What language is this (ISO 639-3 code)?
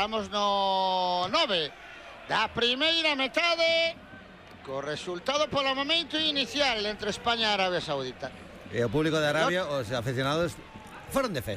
glg